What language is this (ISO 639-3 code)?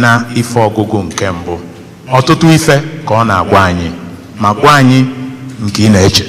ibo